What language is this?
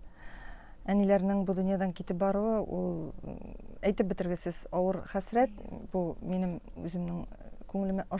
Tatar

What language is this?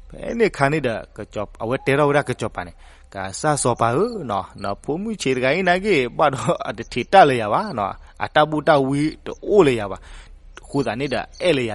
S'gaw Karen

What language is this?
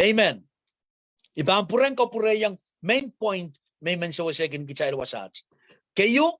Pohnpeian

